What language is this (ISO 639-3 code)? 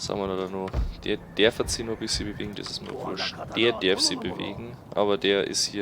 bar